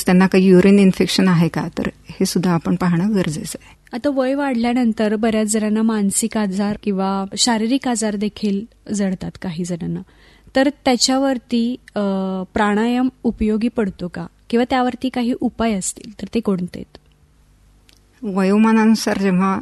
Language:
Marathi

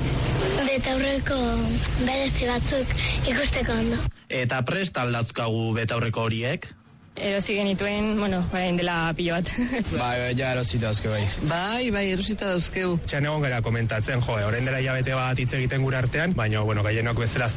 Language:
Basque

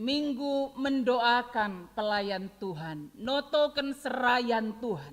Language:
Batak Karo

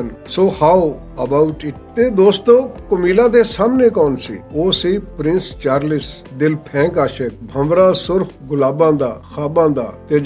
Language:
Western Panjabi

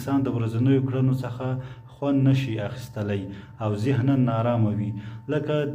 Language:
Pashto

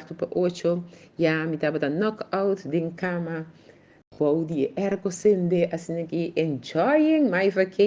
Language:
Papiamento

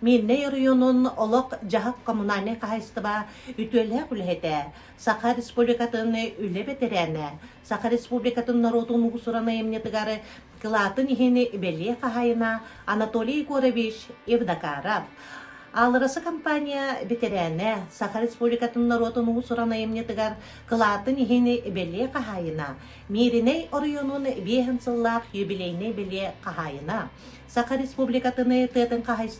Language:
Yakut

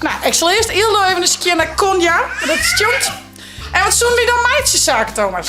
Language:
Western Frisian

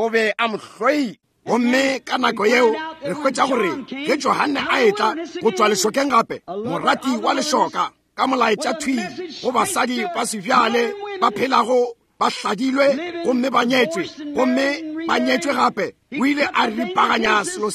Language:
Northern Sotho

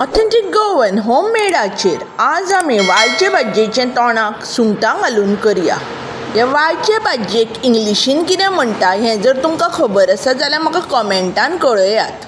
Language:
Konkani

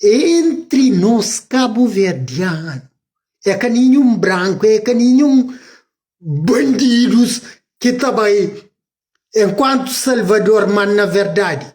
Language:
Kabuverdianu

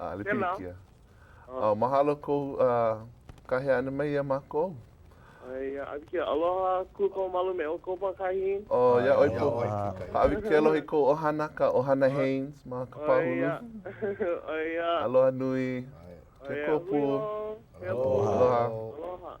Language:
Hawaiian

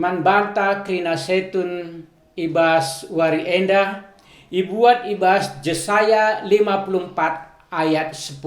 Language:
Batak Karo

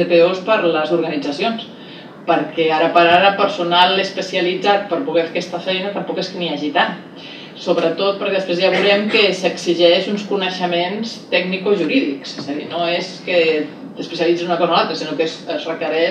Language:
Catalan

